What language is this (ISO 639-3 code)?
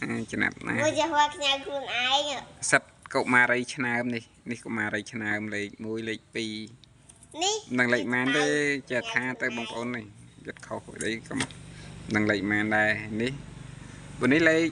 khm